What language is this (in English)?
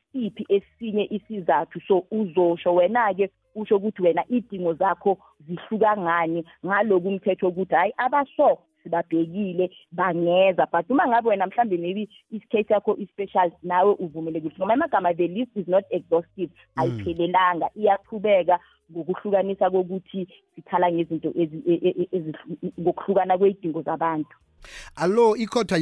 South Ndebele